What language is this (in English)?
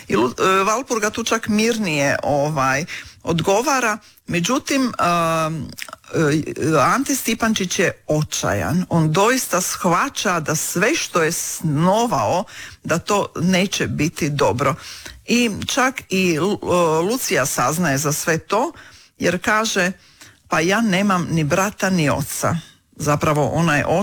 Croatian